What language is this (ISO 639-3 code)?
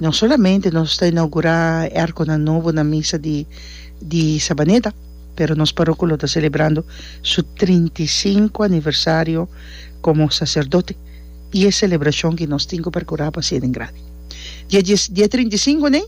pap